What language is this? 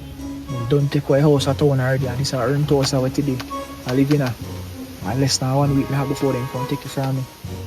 Jamaican Creole English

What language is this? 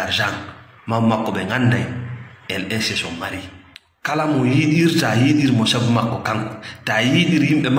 Fula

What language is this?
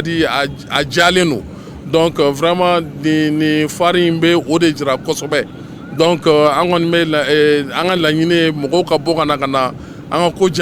Bambara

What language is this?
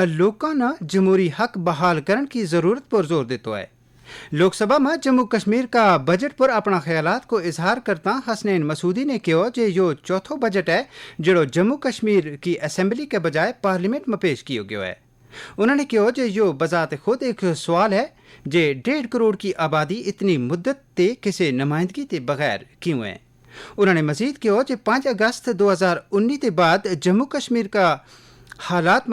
Gujari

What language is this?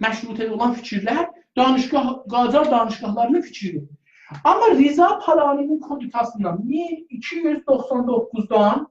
South Azerbaijani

